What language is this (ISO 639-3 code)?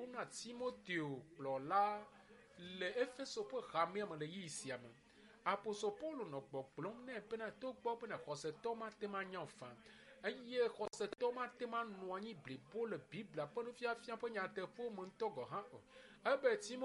ewe